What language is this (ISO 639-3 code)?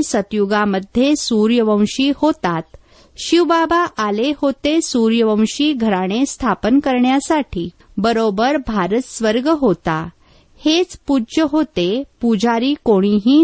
mar